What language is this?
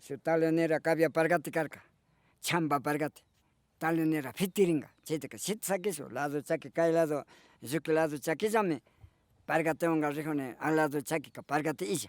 Imbabura Highland Quichua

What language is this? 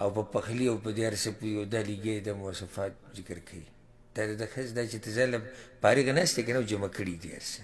Pashto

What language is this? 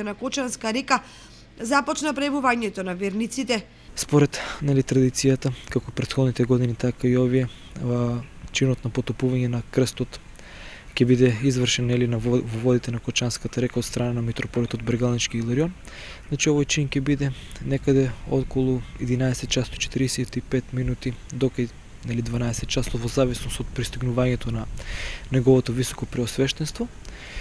Macedonian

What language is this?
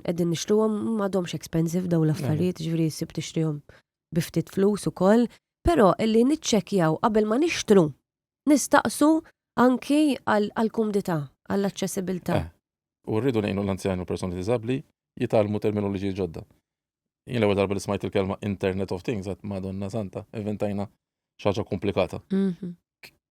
Maltese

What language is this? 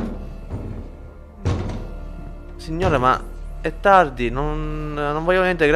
Italian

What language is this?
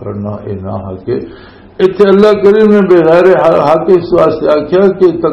Western Panjabi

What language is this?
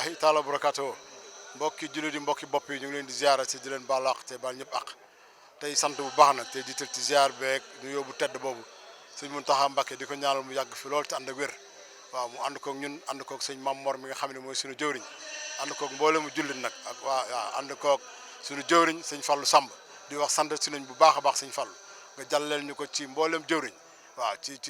Wolof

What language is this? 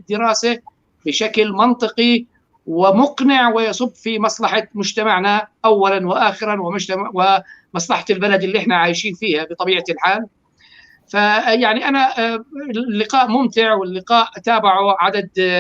North Levantine Arabic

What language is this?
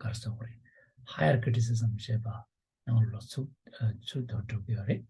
Tibetan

